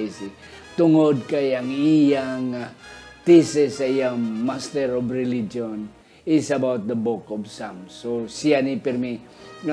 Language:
Hiligaynon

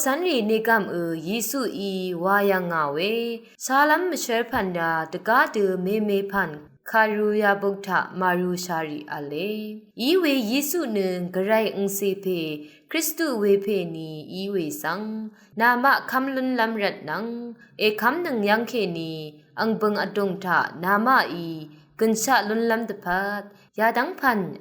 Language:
Rawang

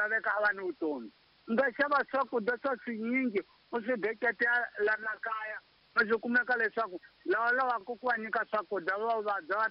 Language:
Tsonga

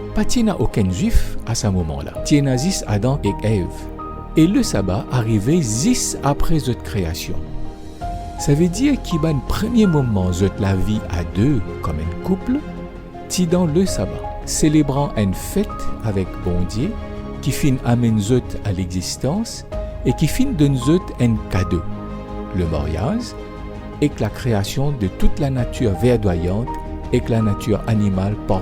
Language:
Morisyen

